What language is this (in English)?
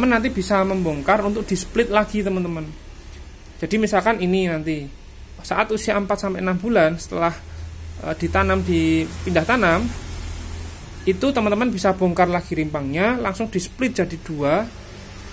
Indonesian